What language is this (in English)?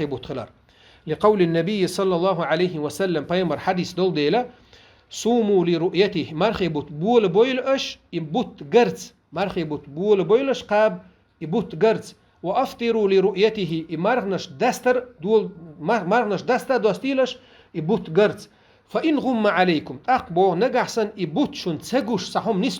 Chechen